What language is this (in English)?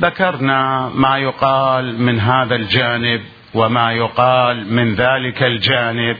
Mesopotamian Arabic